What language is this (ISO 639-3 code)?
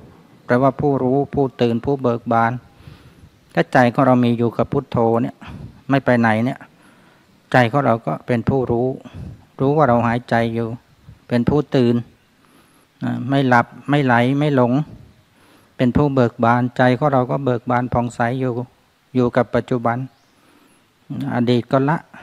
tha